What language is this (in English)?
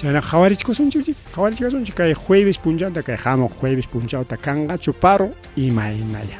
Ayacucho Quechua